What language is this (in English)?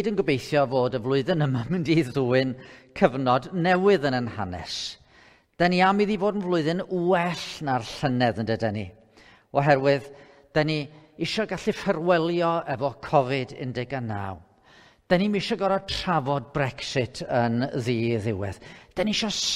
Welsh